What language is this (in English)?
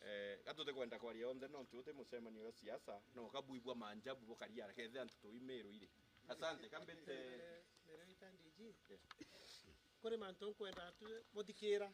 Meru